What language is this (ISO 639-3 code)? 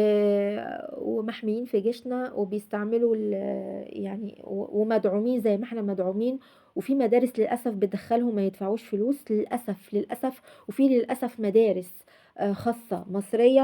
arz